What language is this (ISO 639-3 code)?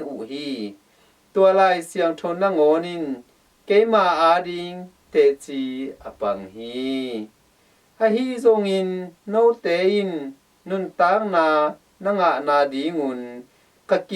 ctd